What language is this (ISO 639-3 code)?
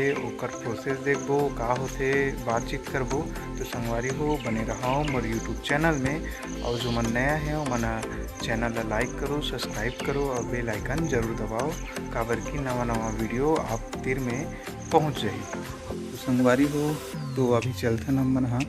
hne